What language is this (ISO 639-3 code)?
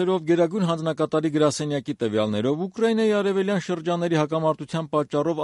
hye